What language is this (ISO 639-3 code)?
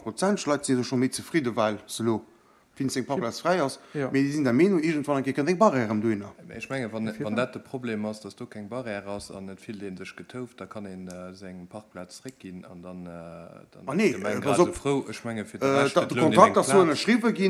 ltz